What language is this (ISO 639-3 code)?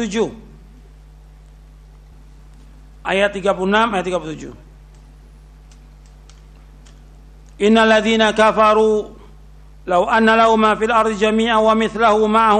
ind